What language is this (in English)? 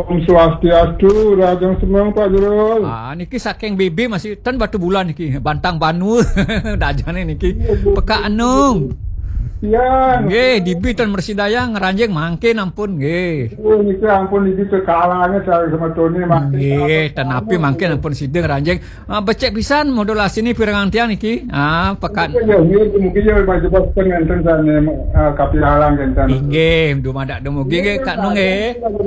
Balinese